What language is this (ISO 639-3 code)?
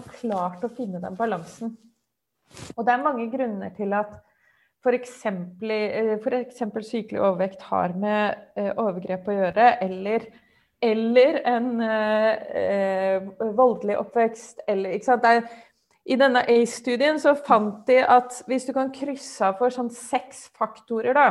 nor